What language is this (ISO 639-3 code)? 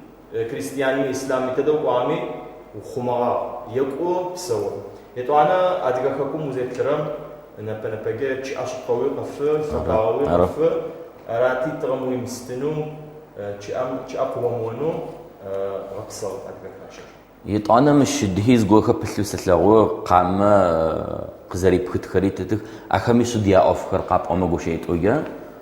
ady